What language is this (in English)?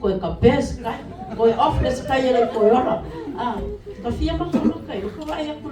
Samoan